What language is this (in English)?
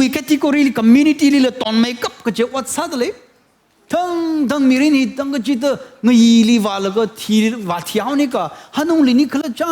Tangkhul Naga (India)